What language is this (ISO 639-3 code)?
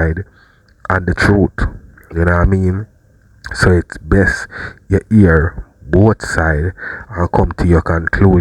jam